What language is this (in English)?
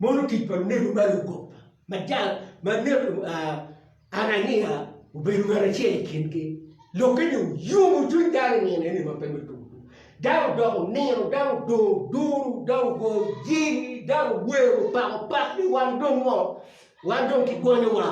Acoli